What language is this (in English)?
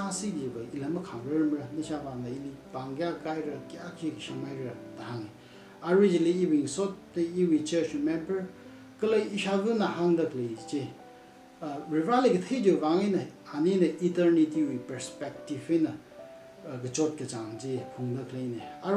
Tangkhul Naga (India)